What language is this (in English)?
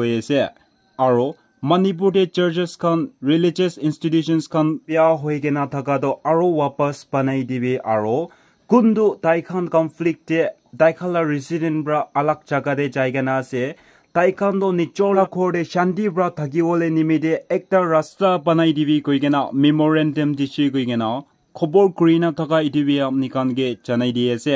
Naga Pidgin